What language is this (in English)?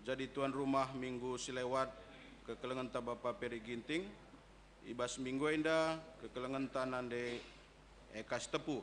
Batak Karo